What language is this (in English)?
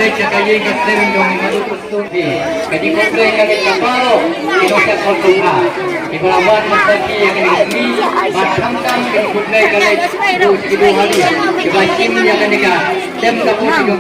Khasi